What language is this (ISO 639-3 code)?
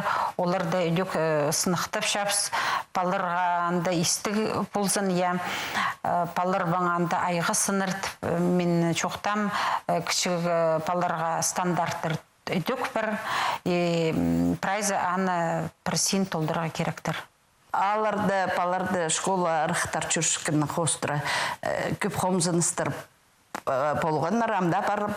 kjh